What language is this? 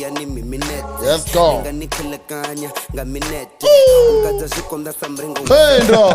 Venda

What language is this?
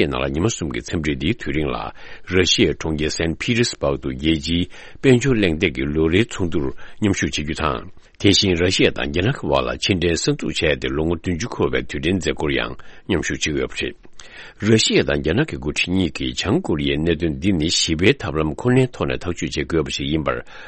Tibetan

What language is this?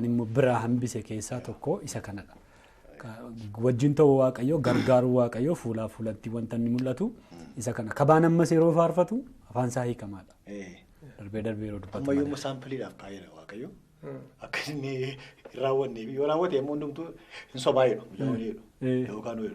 Oromo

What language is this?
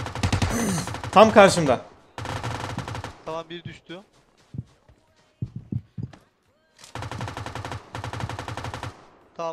Turkish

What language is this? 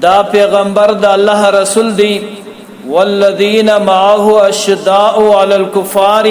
Pashto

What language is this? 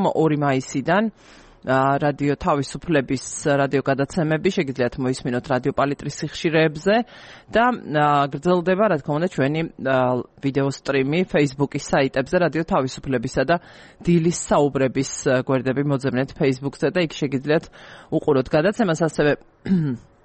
Georgian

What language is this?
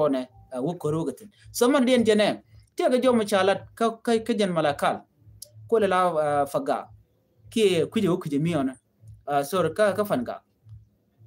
Nuer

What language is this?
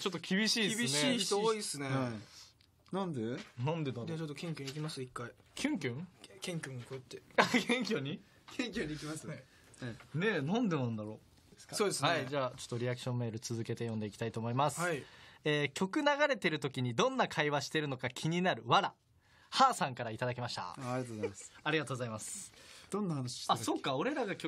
Japanese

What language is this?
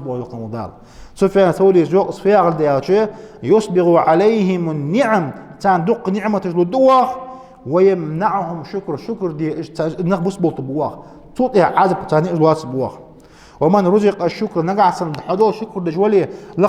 Ingush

